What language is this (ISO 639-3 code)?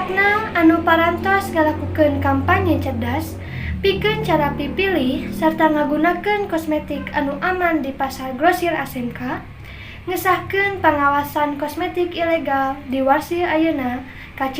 sun